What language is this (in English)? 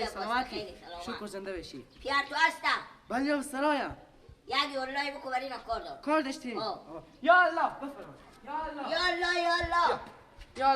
Persian